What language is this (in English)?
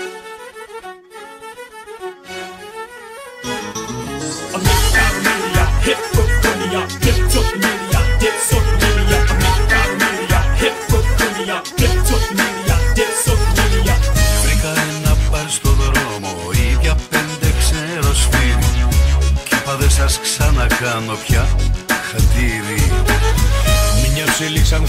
Greek